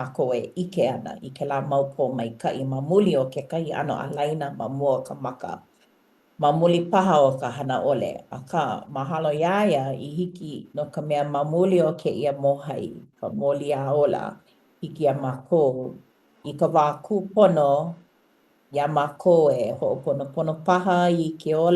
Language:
Hawaiian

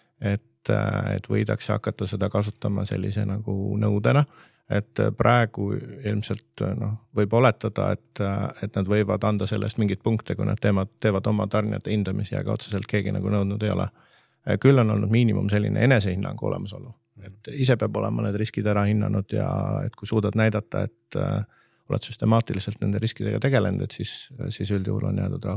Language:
Estonian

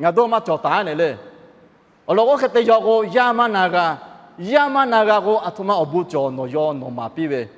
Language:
Lahu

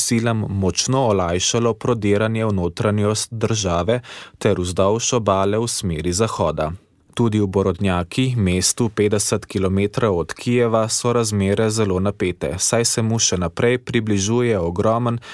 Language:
Slovenian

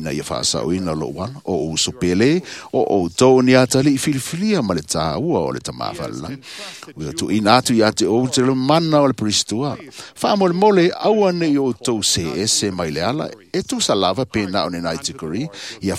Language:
Samoan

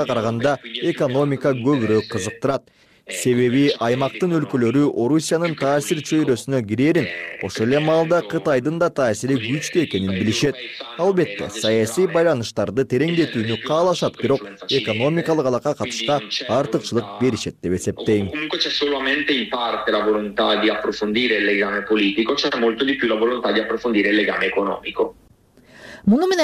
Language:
Kyrgyz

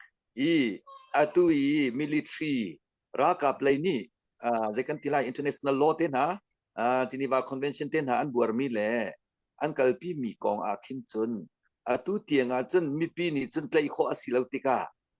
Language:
Hakha Chin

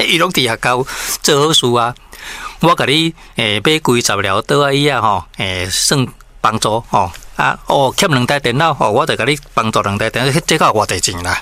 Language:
Min Nan Chinese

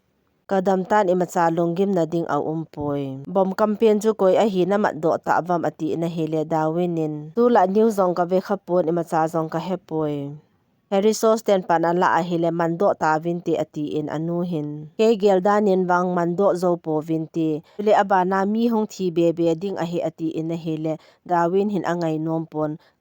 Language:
Thado Chin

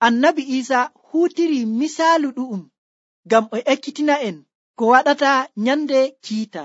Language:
Nigerian Fulfulde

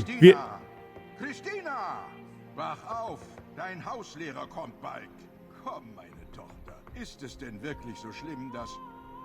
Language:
Bavarian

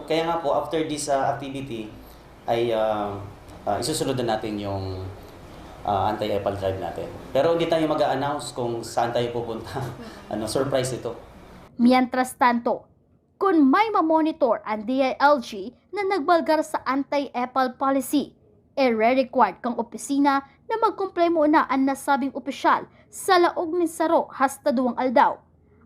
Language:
Bikol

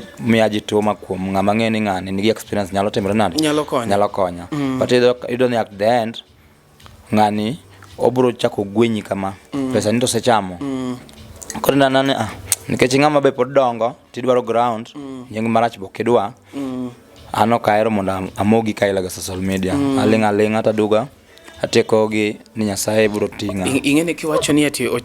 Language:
Luo (Kenya and Tanzania)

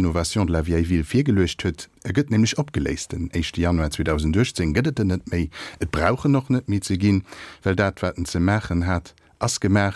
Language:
Luxembourgish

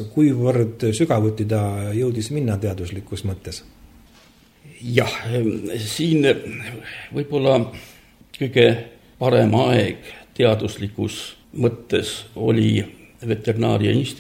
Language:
Estonian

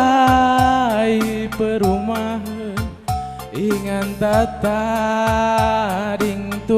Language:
Batak Karo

